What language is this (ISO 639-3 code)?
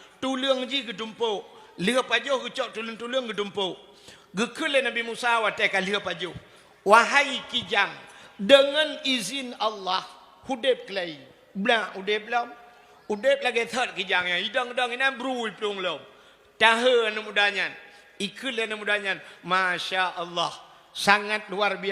ace